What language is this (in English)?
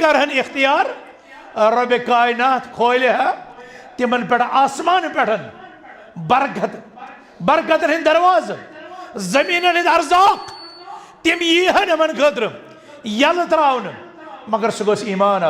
Kashmiri